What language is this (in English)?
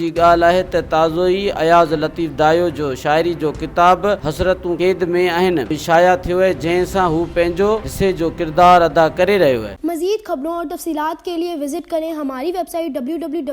Sindhi